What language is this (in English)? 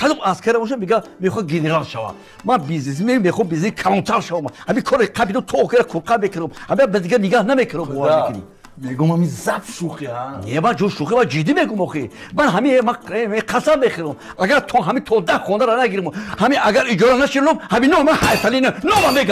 Tajik